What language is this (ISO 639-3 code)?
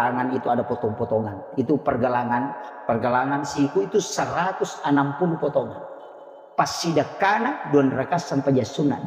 bug